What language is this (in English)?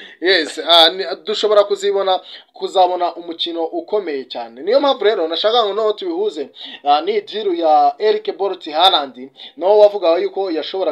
Kinyarwanda